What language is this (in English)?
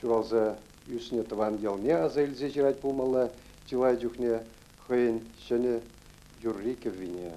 Chuvash